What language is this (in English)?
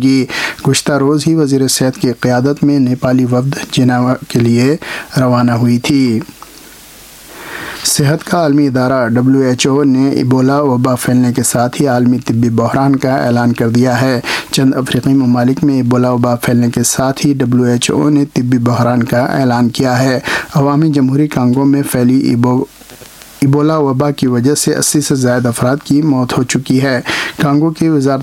Urdu